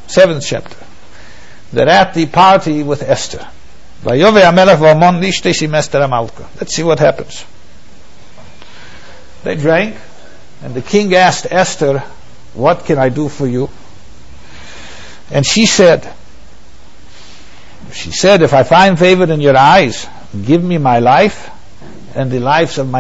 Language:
English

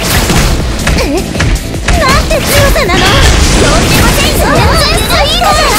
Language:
Japanese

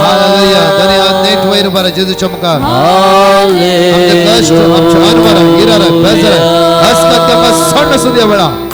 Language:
Konkani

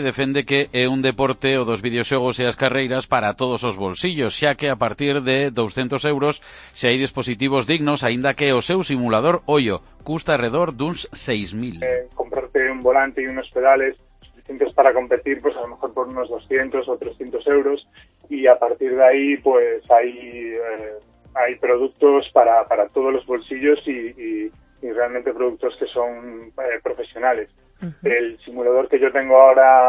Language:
Galician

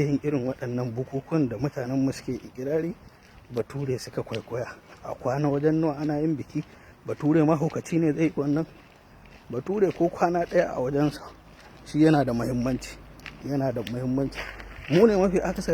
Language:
Hausa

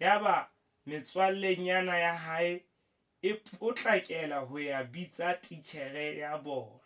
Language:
Southern Sotho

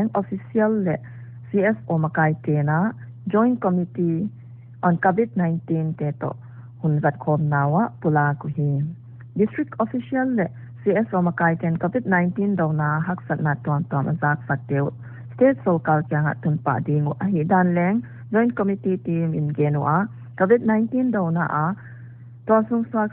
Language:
Paite Chin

